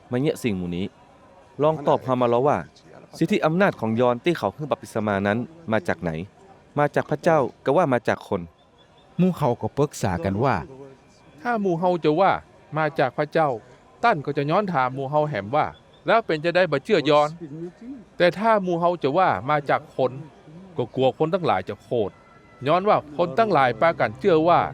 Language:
Northern Thai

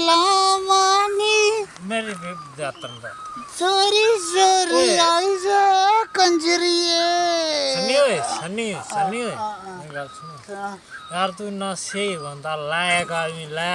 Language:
Dogri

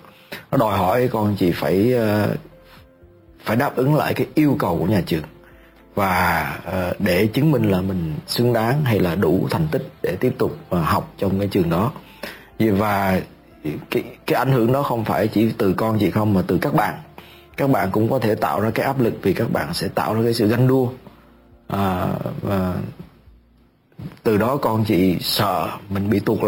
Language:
Vietnamese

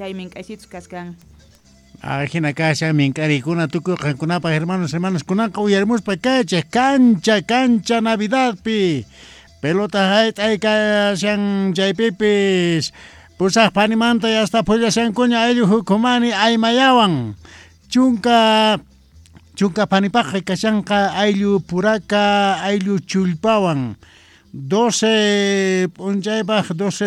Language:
South Bolivian Quechua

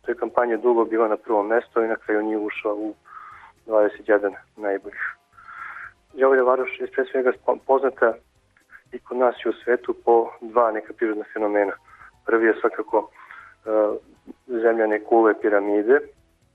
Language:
Serbian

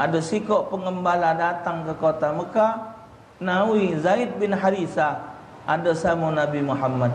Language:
Musi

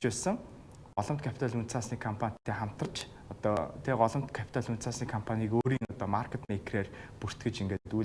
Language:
Mongolian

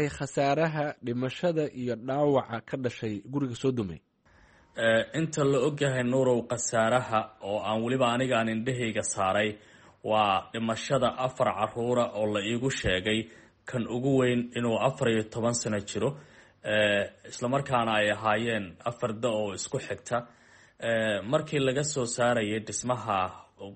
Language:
Somali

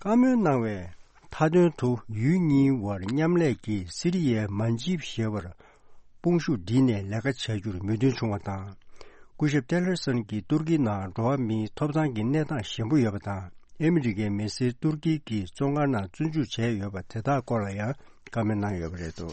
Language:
Tibetan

